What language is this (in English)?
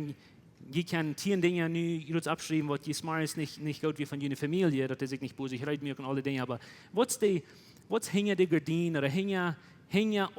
Plautdietsch